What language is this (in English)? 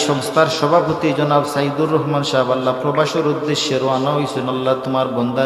Sylheti